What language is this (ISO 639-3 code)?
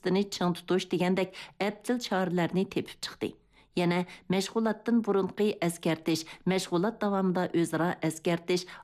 uig